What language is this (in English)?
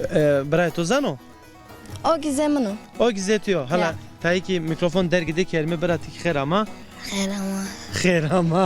Zaza